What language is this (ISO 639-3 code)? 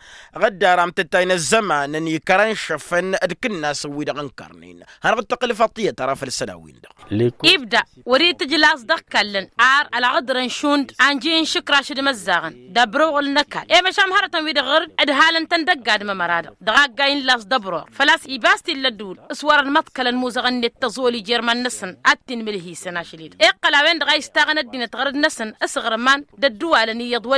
taq